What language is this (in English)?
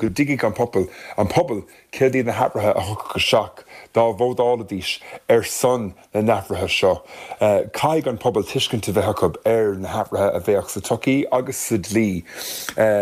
Irish